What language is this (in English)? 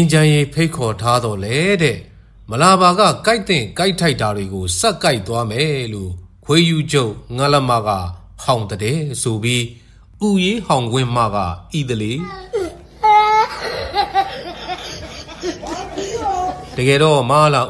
Burmese